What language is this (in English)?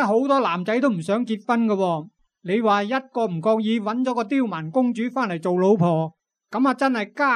Cantonese